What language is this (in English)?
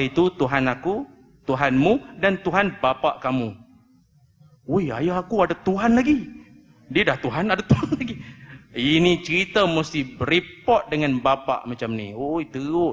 Malay